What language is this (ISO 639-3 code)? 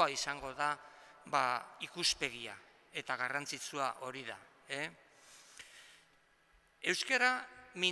eus